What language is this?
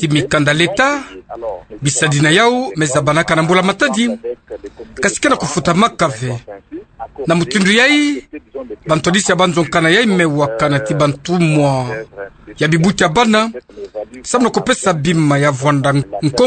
Kituba (Democratic Republic of Congo)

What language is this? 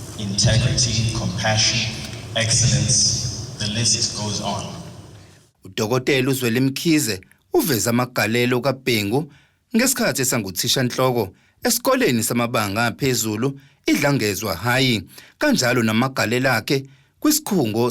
Zulu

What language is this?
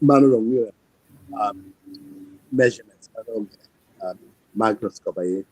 Acoli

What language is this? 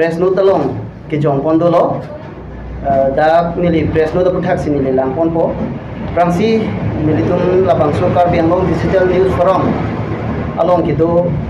Karbi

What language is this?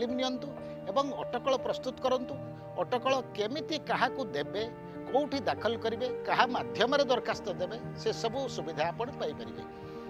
Odia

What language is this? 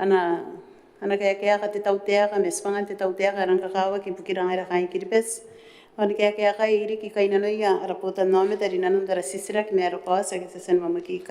Gilbertese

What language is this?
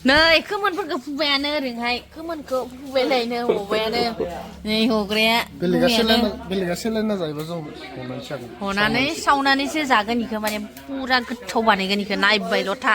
Bodo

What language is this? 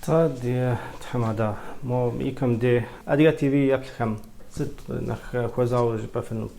Kabardian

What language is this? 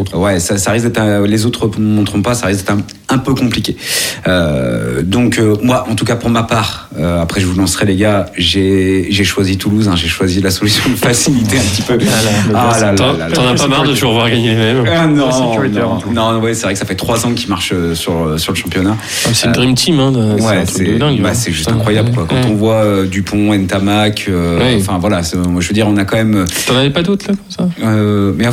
French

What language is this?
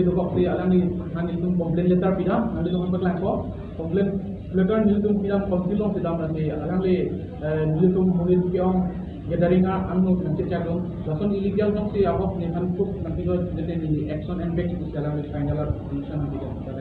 Karbi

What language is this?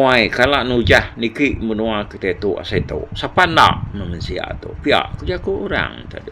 Iban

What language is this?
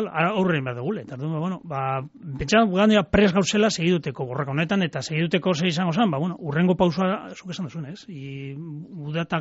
Basque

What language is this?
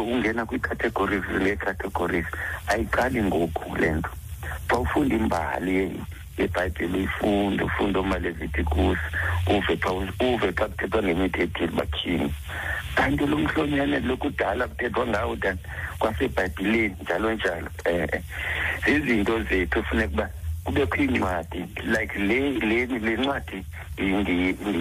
Xhosa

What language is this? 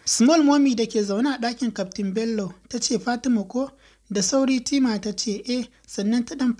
Hausa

